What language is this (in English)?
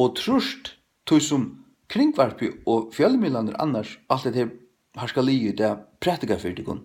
Faroese